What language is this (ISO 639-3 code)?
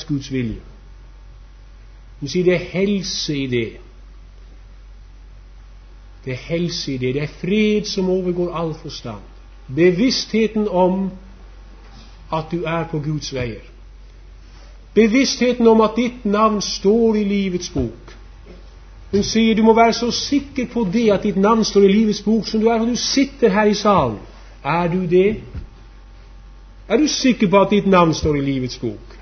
nor